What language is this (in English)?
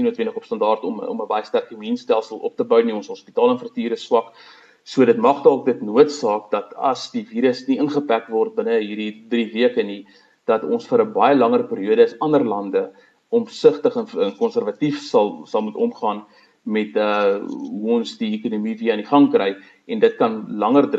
Afrikaans